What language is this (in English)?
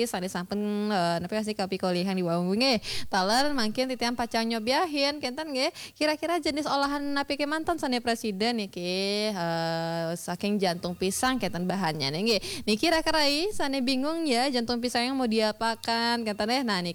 Balinese